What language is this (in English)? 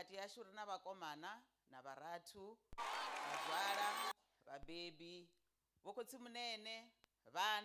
Venda